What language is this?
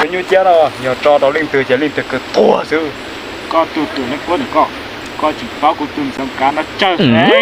Hmong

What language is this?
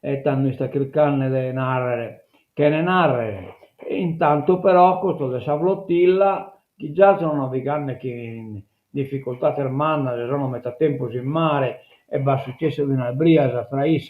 Sardinian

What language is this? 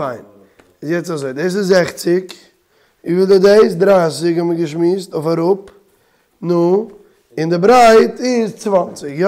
Yiddish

